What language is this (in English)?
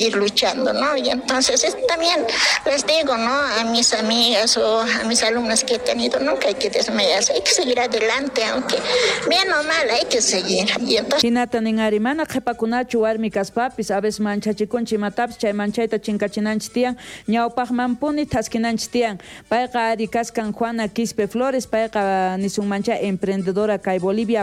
South Bolivian Quechua